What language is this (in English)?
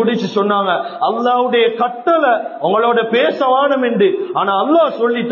Tamil